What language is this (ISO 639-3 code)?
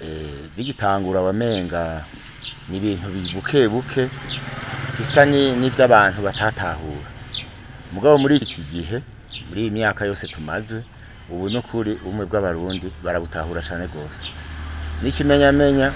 run